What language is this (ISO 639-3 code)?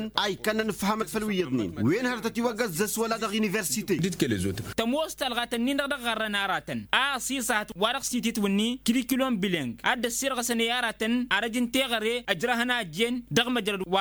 taq